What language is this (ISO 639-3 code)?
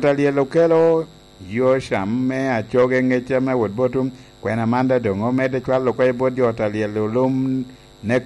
laj